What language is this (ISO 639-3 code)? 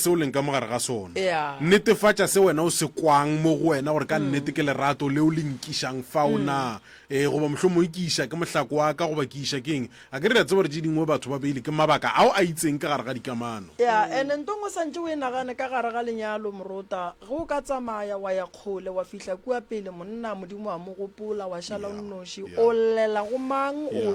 nso